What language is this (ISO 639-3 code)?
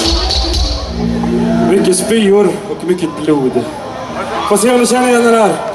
swe